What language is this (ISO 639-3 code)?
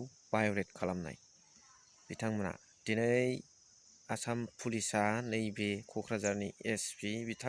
brx